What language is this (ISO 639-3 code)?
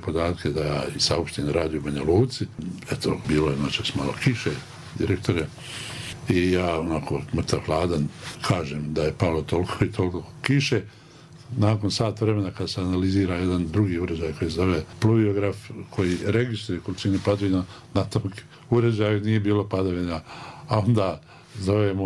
bos